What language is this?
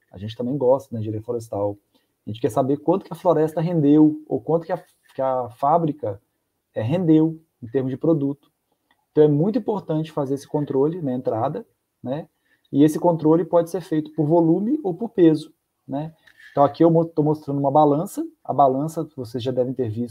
Portuguese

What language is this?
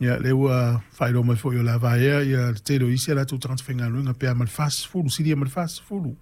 Samoan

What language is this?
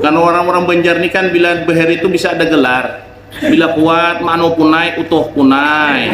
Banjar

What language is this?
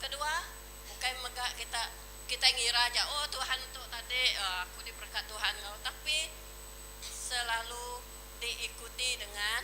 Iban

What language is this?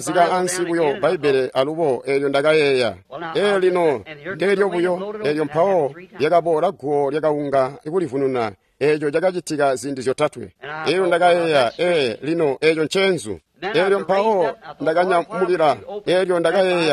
Tonga (Zambia)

